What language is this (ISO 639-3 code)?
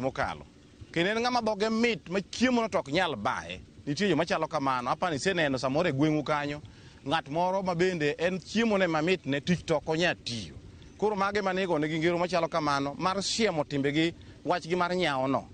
luo